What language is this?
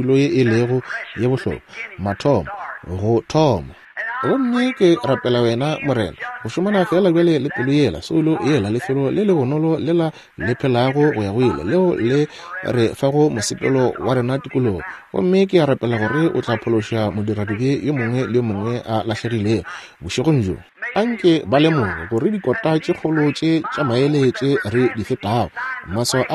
Northern Sotho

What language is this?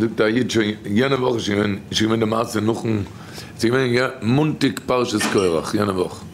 Yiddish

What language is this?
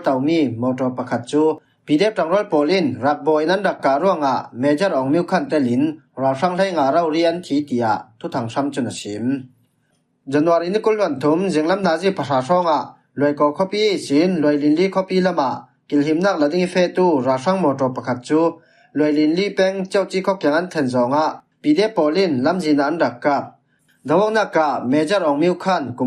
Falam Chin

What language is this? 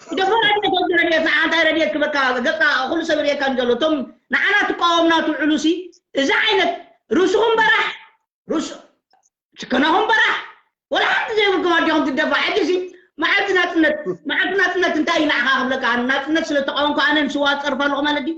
Tigrinya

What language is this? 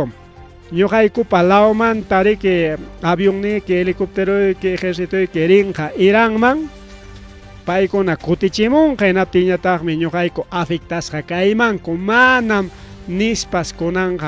Ayacucho Quechua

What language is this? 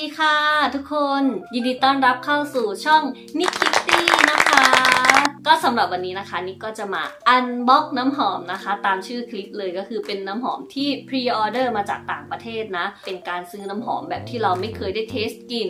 Thai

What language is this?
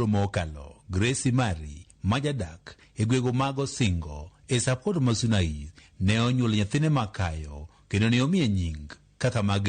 Luo (Kenya and Tanzania)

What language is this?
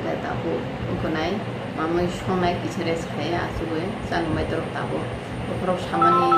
Kok Borok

